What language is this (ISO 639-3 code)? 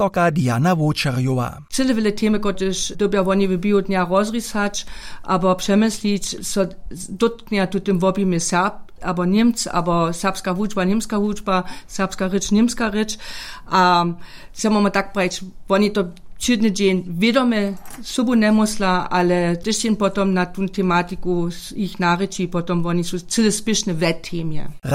hsb